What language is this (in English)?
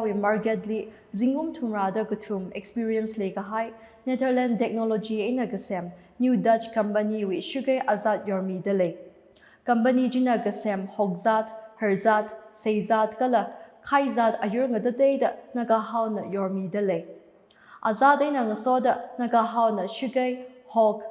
Tangkhul Naga (India)